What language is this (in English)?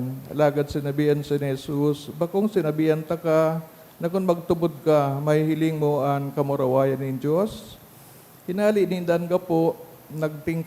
Bikol